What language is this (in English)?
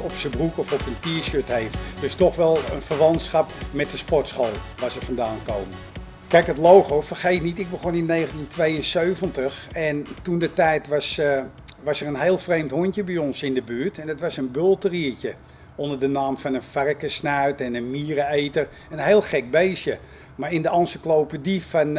Dutch